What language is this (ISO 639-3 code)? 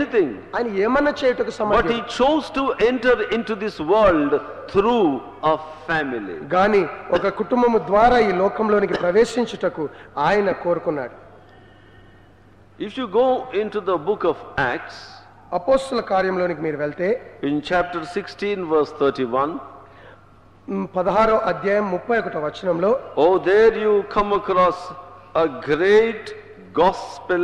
tel